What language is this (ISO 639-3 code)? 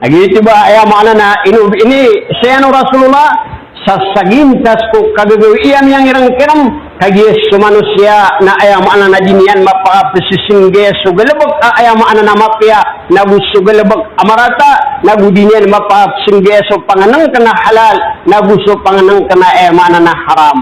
mrw